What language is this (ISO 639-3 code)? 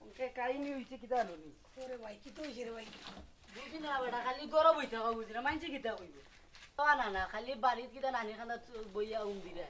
syl